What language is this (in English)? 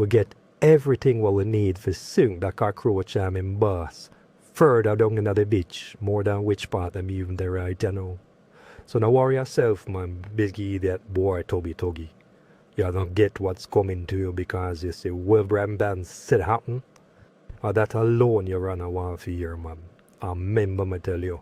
Jamaican Creole English